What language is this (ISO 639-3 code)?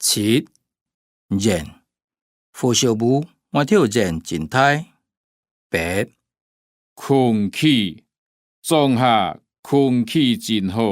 hak